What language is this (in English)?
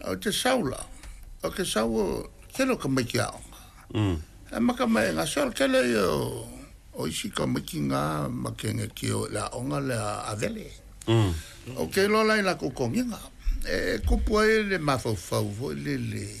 Samoan